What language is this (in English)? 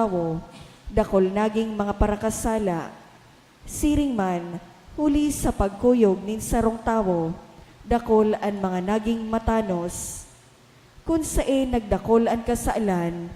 Bikol